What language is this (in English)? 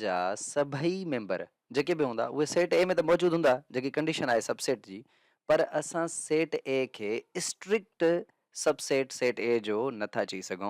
Sindhi